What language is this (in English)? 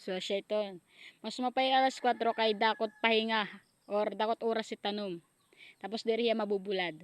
Waray